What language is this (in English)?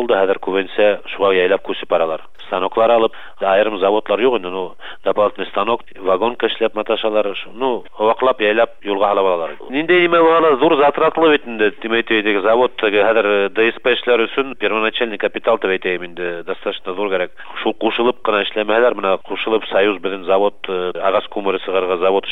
Bashkir